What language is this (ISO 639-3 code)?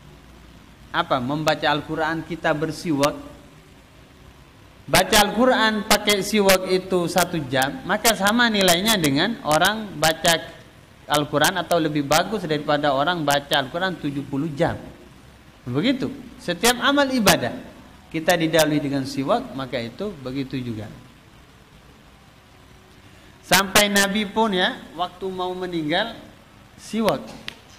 ind